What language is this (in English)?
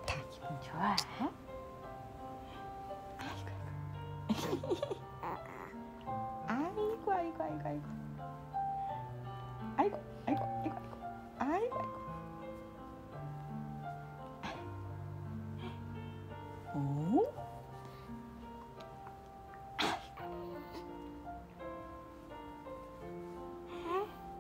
Korean